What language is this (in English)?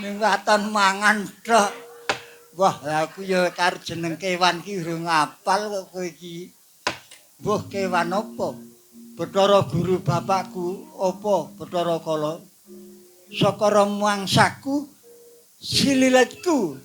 Javanese